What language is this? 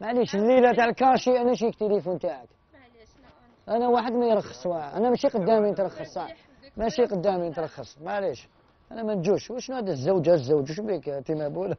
Algerian Arabic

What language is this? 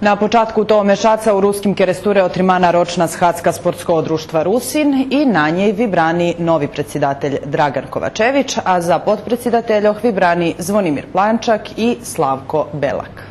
Rusyn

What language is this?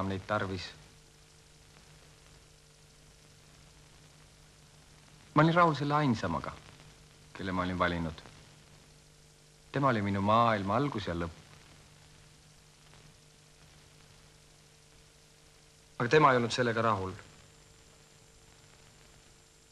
Estonian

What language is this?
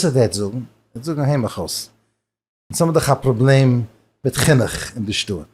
Yiddish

